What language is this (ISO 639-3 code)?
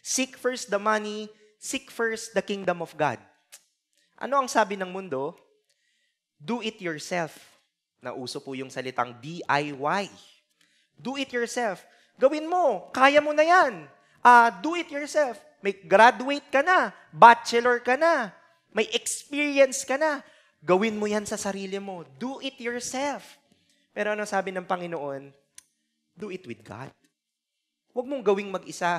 fil